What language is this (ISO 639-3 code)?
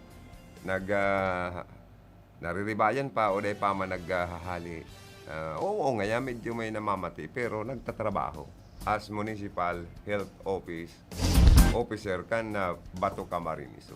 bik